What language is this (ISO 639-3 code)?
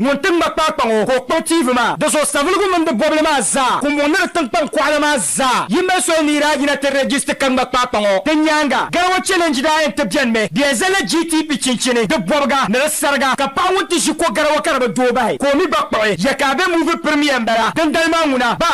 dag